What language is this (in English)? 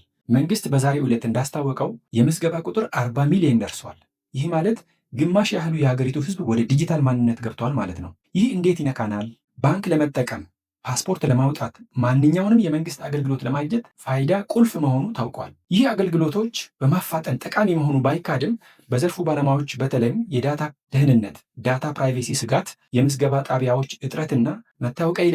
Amharic